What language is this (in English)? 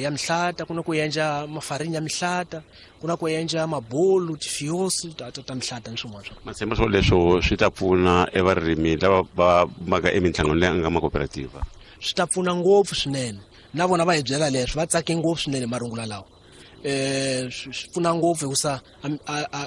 Tsonga